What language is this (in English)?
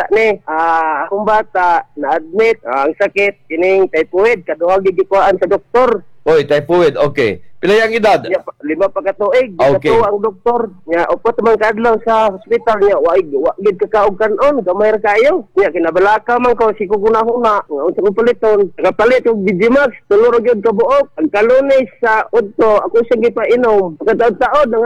Cebuano